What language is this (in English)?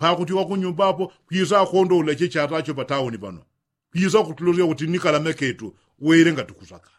Yao